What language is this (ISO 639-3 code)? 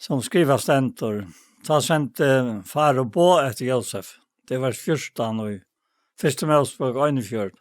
fao